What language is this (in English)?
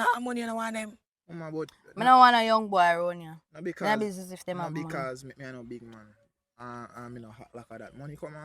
Jamaican Creole English